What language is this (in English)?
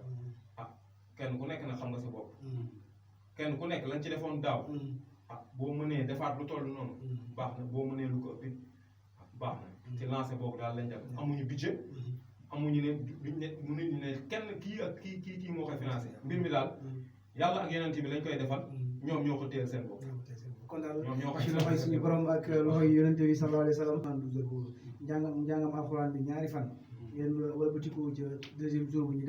Wolof